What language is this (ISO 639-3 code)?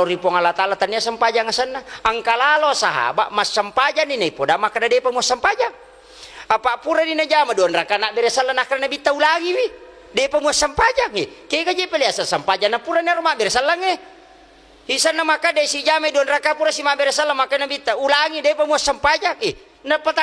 bug